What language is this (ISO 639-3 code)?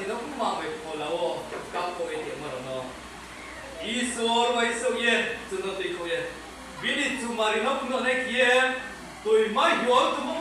ria